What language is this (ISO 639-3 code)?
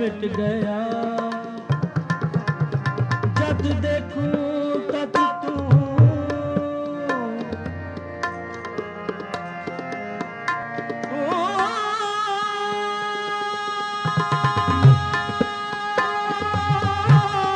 hin